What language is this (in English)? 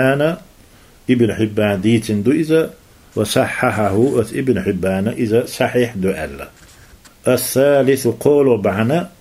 Chechen